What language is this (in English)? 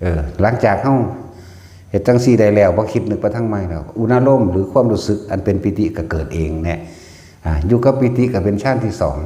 Northeastern Thai